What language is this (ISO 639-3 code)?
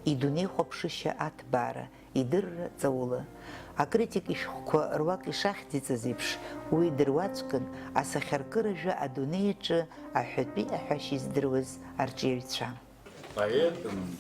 abk